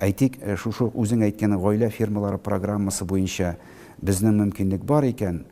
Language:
Tatar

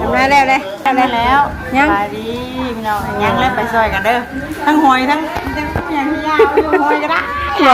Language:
Northeastern Thai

